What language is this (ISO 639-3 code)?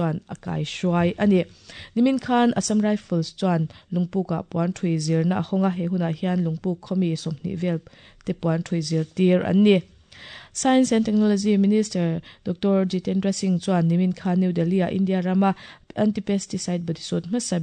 lus